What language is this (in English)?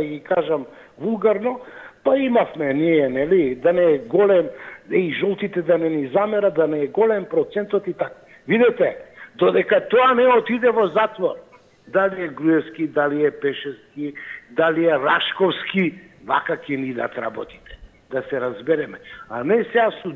Macedonian